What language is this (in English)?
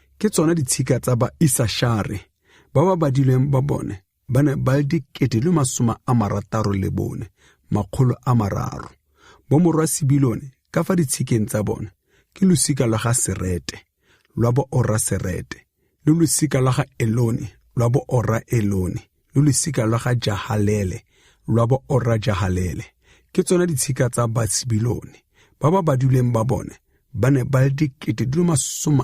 Tswana